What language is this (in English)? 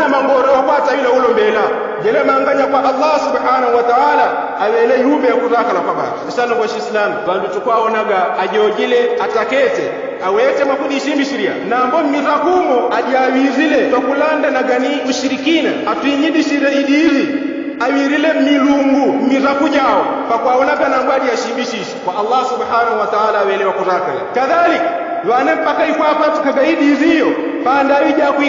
Yao